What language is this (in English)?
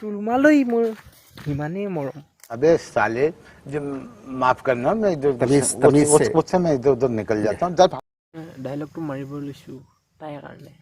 Assamese